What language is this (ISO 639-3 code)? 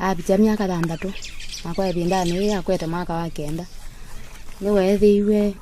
kam